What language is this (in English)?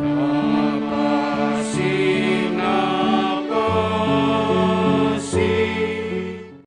Batak Simalungun